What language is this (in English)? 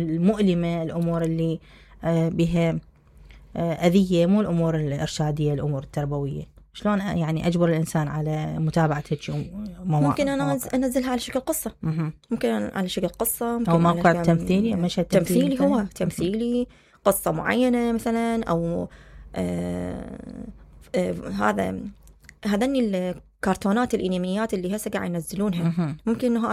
Mesopotamian Arabic